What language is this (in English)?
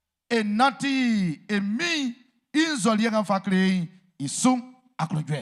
Baoulé